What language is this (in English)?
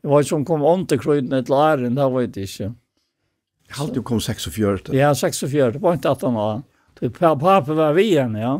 Faroese